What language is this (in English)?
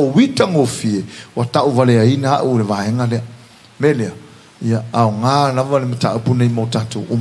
Samoan